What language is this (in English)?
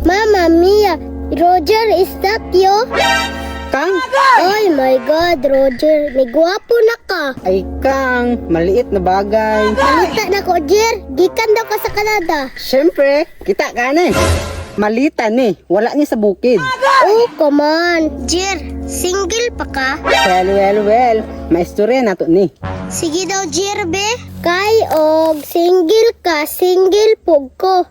Cebuano